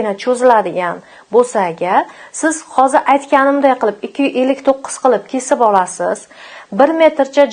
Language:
Uzbek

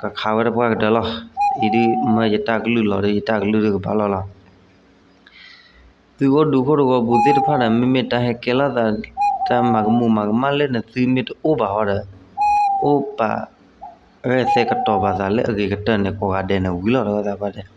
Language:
S'gaw Karen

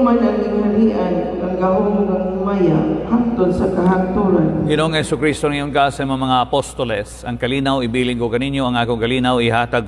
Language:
Cebuano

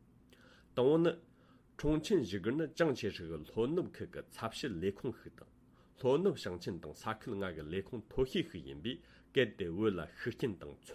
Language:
Tibetan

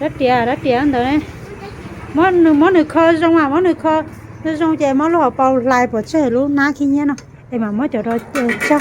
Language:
Hmong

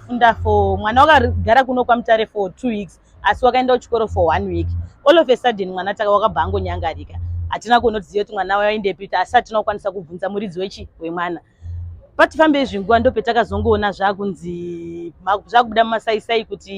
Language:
Shona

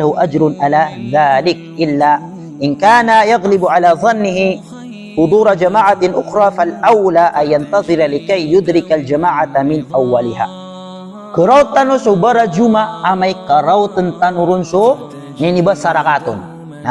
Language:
Maranao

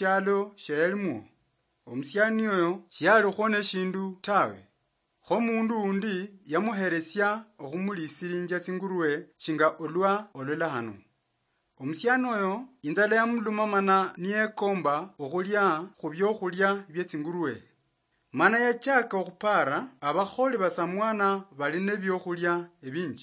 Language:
Luyia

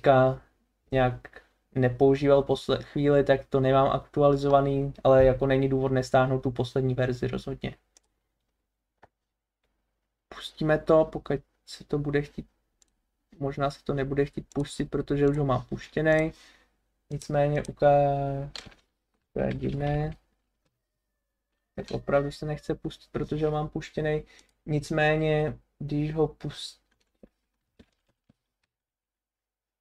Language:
Czech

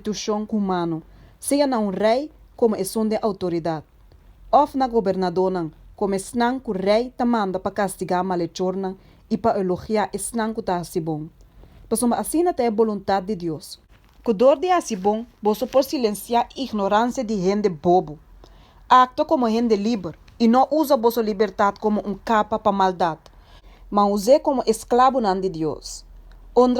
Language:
Papiamento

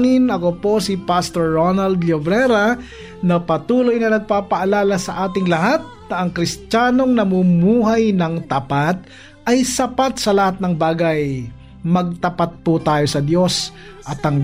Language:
Filipino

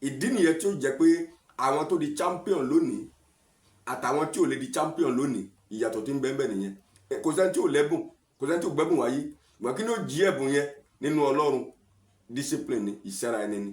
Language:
Yoruba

